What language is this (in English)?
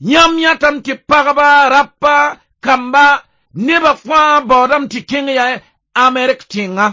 Mossi